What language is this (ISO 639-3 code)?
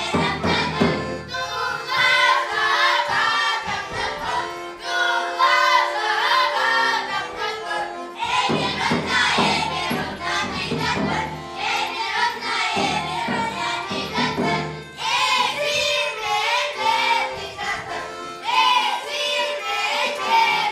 chv